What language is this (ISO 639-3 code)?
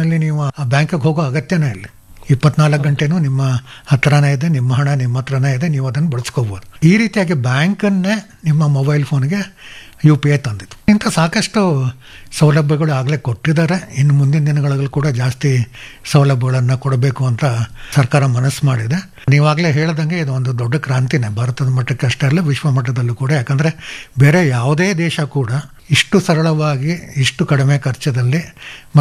kan